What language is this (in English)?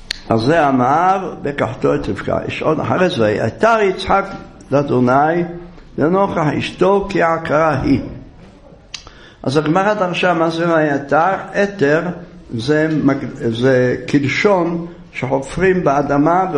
Hebrew